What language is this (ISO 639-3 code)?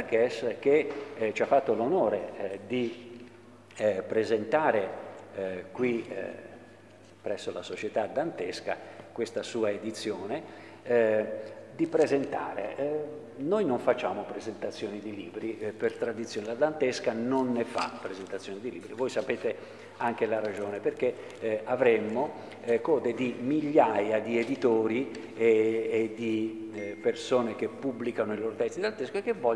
ita